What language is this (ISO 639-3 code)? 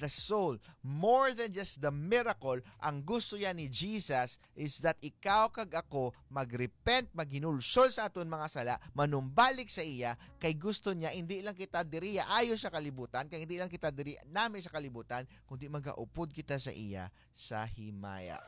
hil